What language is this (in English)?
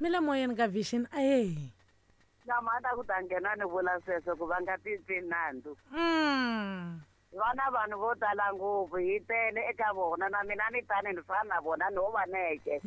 Tsonga